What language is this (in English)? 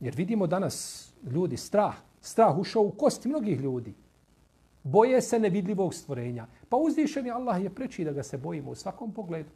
Bosnian